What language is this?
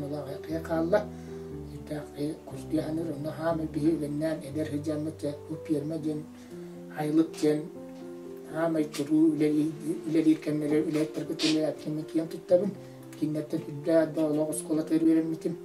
Yakut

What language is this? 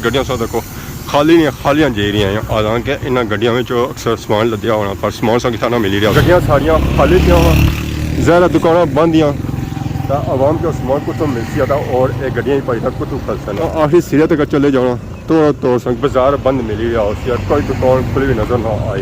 Pahari-Potwari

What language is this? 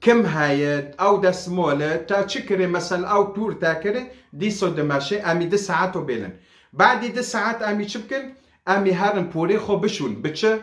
Kurdish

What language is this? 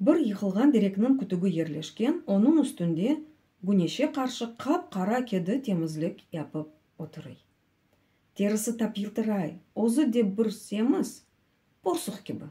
Crimean Tatar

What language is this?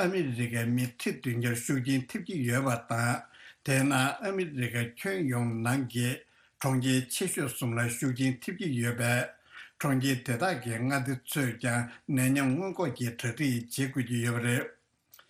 Tibetan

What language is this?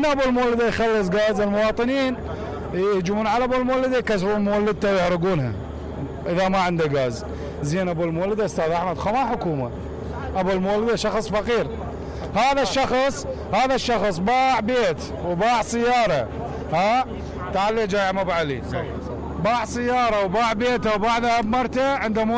Mesopotamian Arabic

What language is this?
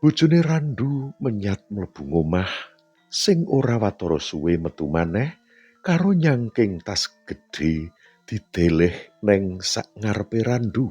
Javanese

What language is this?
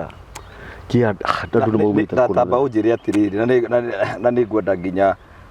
Kikuyu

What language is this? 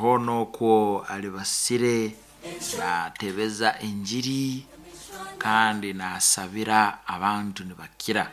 Nyankole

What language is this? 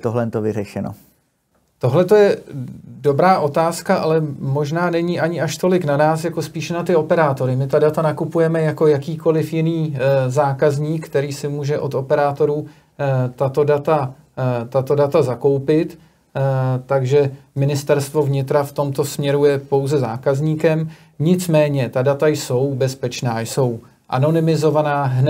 Czech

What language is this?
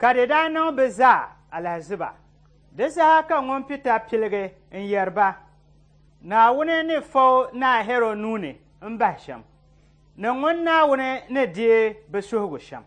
Dagbani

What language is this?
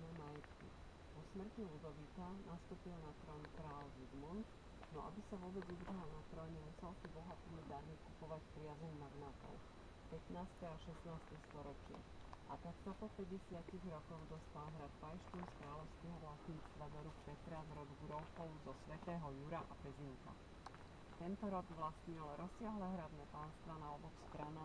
Slovak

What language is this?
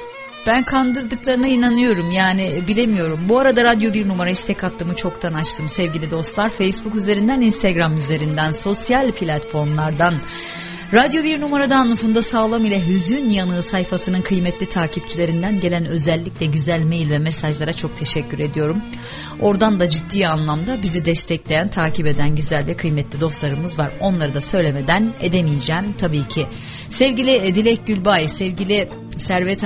Turkish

